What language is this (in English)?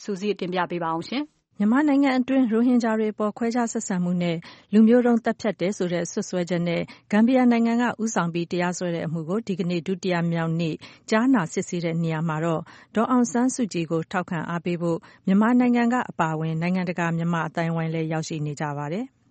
Burmese